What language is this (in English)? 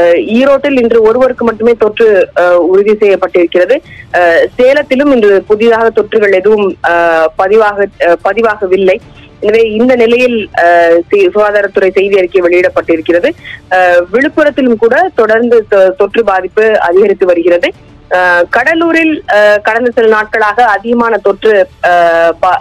Tamil